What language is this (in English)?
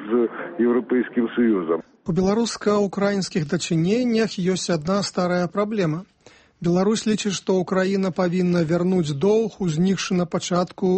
Belarusian